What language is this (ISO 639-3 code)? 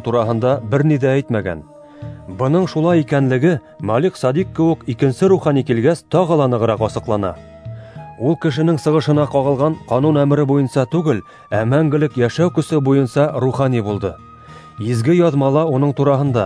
bak